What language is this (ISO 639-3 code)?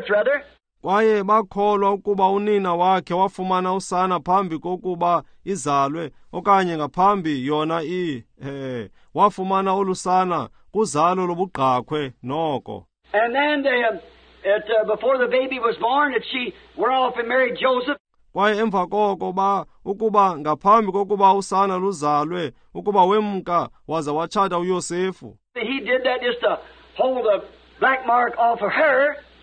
xho